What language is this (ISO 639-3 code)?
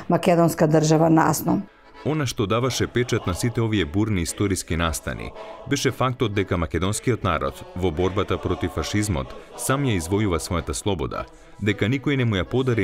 mkd